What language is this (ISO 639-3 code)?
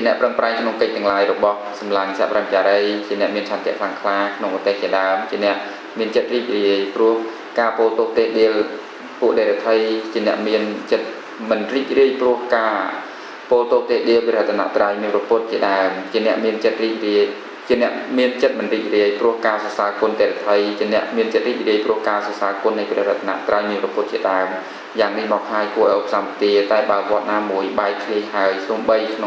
khm